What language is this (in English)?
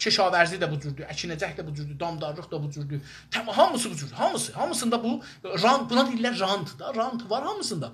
South Azerbaijani